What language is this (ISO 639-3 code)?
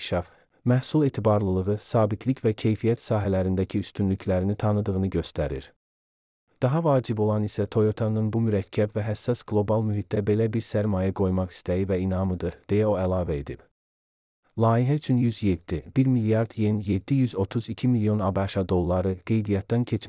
aze